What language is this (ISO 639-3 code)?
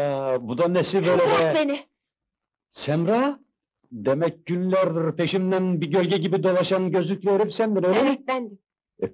tur